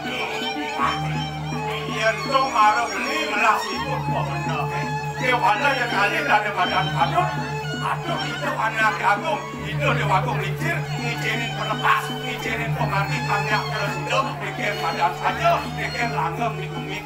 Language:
Balinese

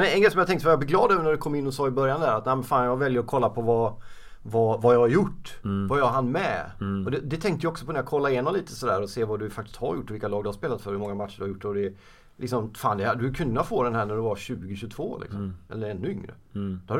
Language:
Swedish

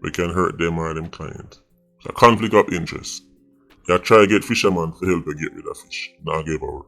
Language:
Jamaican Creole English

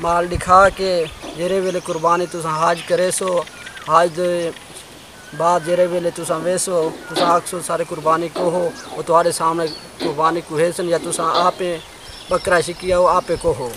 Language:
Saraiki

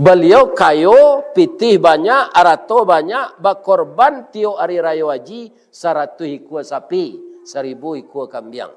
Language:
Minangkabau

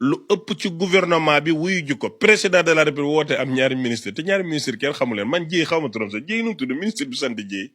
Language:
Wolof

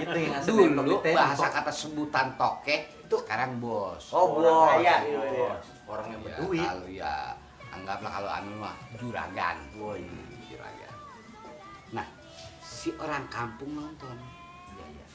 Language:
Betawi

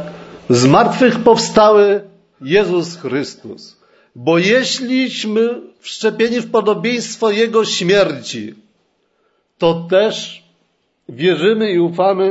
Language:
Polish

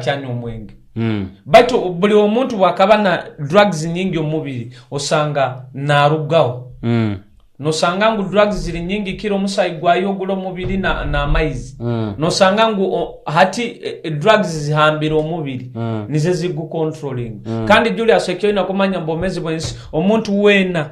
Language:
Nyoro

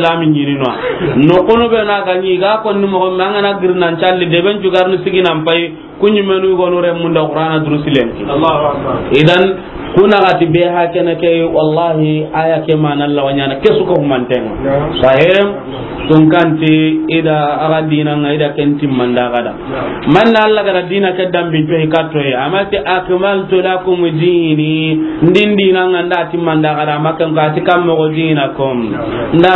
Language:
Soninke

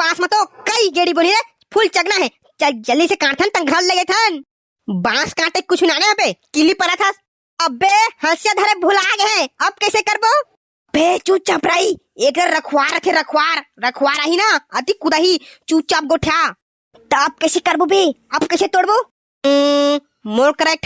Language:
Chhattisgarhi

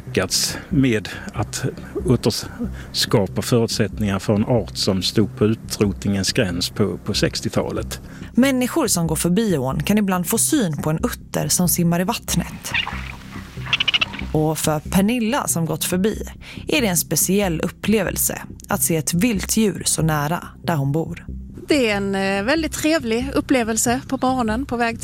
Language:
Swedish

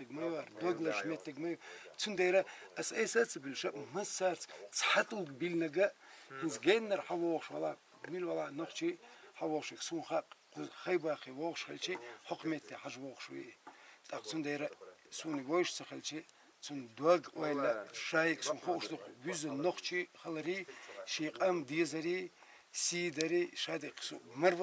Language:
Chechen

